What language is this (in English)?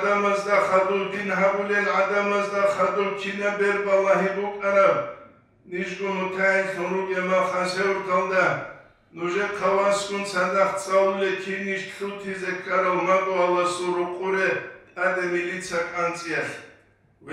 Avaric